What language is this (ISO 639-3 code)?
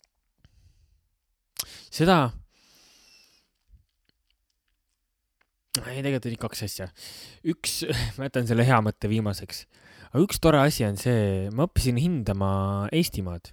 est